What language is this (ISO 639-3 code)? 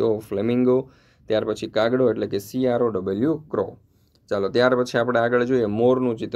guj